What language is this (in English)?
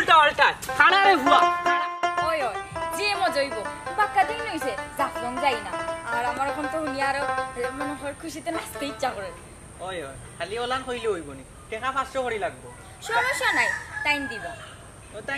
Sylheti